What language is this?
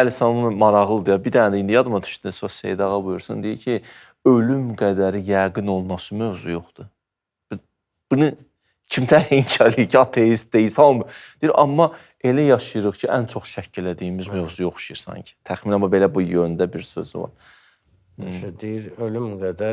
Azerbaijani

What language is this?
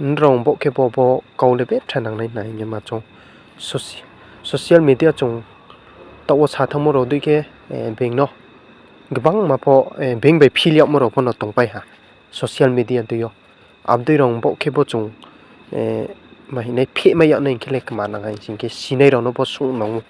Riang (India)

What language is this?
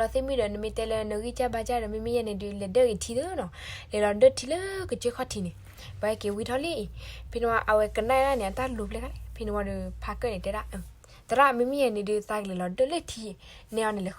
S'gaw Karen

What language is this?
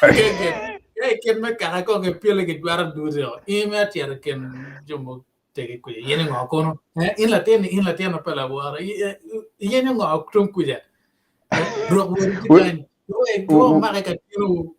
Acoli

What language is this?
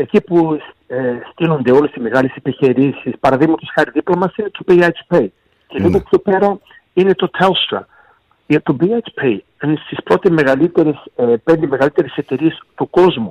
Greek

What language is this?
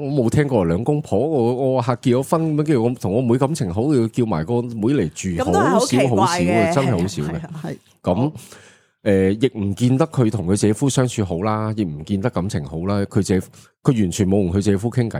Cantonese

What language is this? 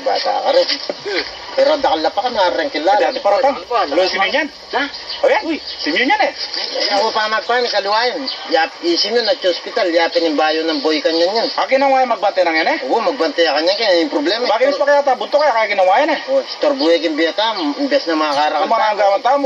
Pampanga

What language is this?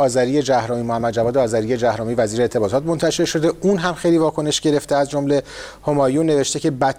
Persian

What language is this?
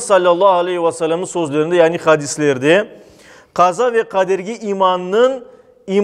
Crimean Tatar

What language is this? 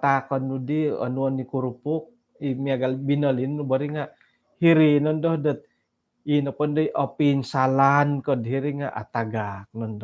Central Dusun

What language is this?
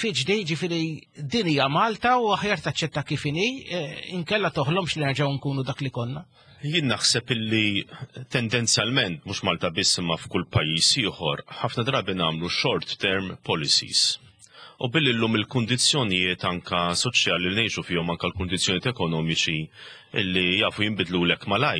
Maltese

